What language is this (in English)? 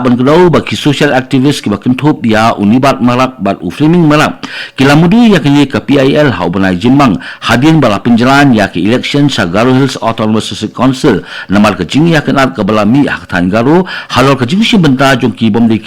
Khasi